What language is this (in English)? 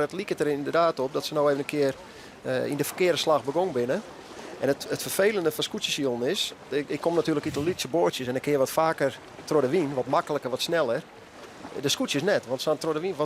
Western Frisian